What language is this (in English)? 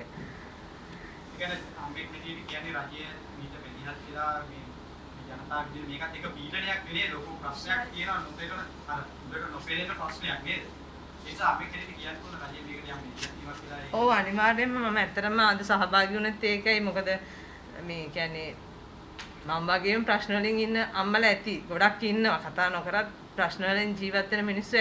Sinhala